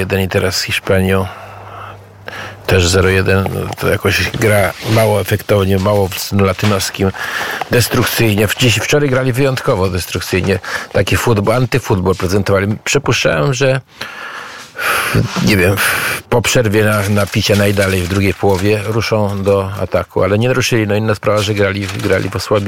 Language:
Polish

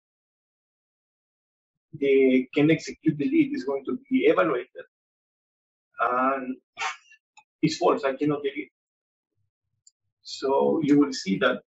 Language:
English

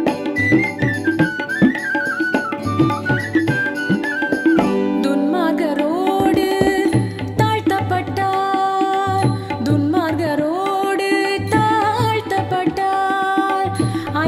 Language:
Tamil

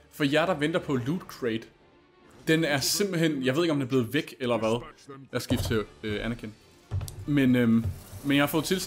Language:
Danish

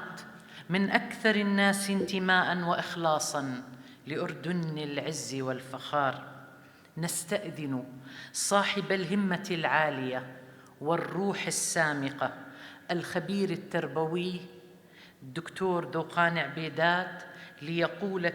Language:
North Levantine Arabic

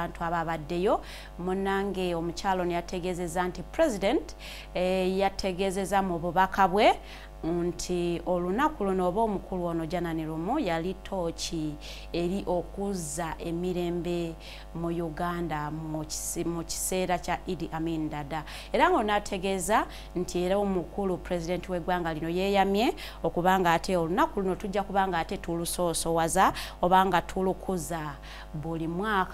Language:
Ganda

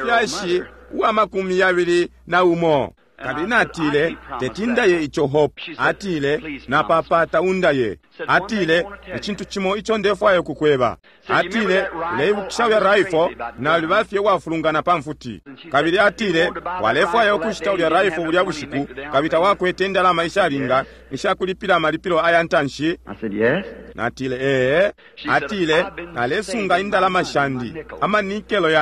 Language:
Bemba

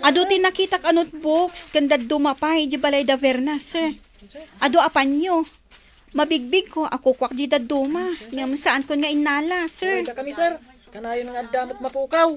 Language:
Iloko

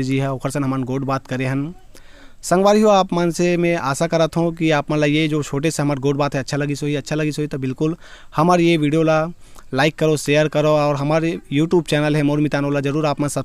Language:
Chhattisgarhi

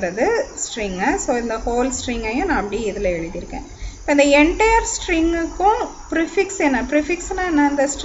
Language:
Tamil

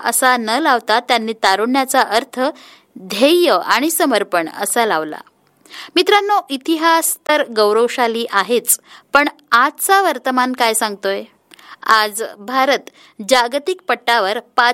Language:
Marathi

